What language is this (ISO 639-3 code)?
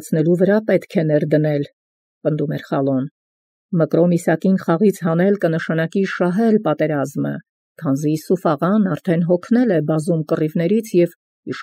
hye